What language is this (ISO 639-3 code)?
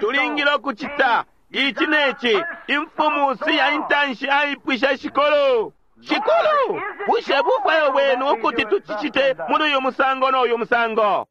bem